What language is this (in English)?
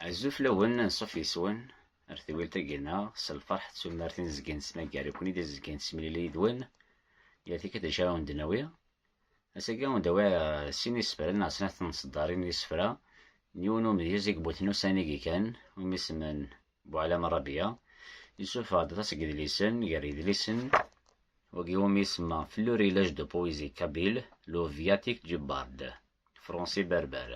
Kabyle